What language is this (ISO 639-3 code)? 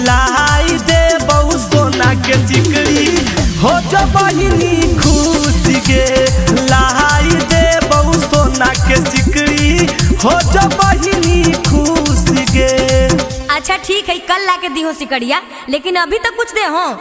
mag